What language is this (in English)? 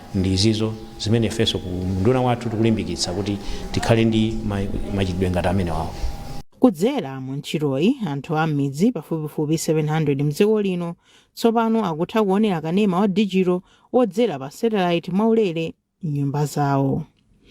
Nyanja